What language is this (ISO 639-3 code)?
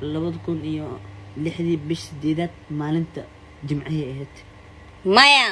som